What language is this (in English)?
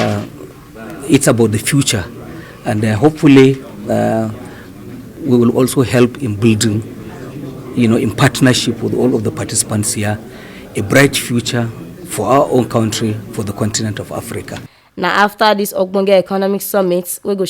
Nigerian Pidgin